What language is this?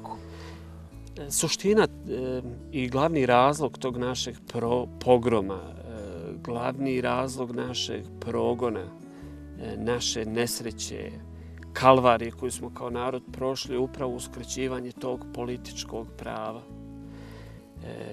Bosnian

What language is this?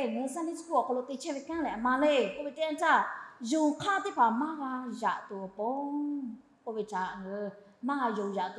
Lahu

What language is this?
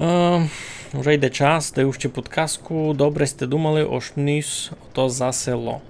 Rusyn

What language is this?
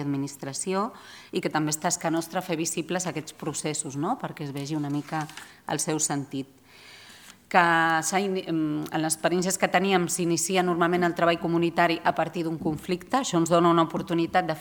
Catalan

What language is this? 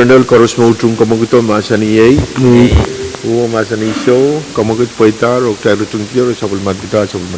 Pohnpeian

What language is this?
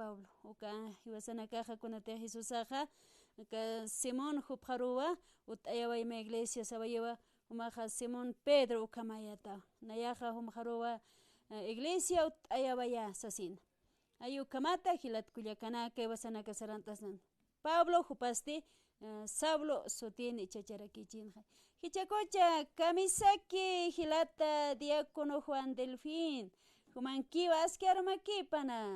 Aymara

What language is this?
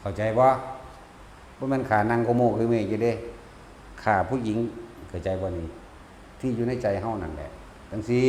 Northeastern Thai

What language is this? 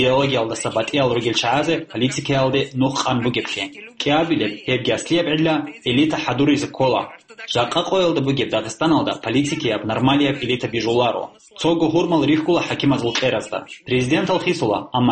Avaric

